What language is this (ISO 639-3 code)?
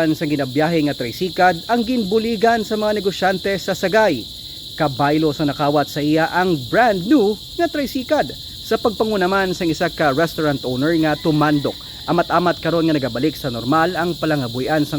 hil